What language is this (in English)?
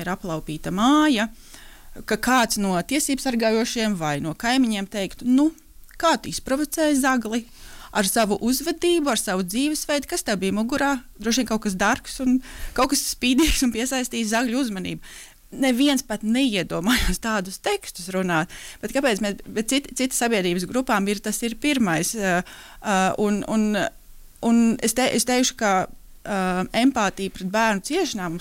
Latvian